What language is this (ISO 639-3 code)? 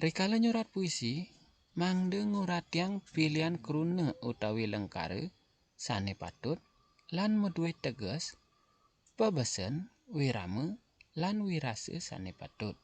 ban